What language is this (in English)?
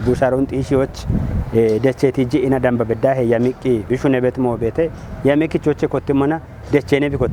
Kafa